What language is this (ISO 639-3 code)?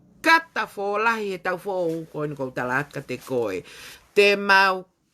ton